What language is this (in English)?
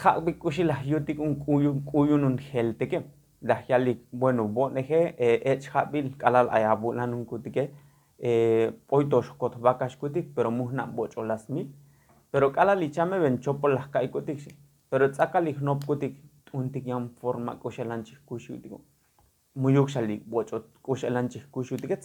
Tzotzil